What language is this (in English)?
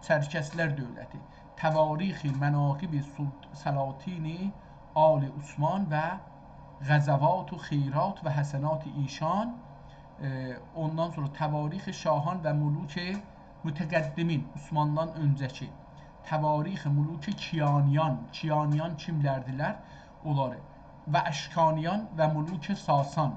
South Azerbaijani